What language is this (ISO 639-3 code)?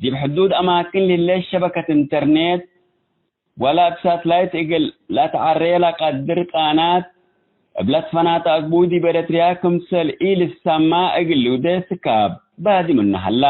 tig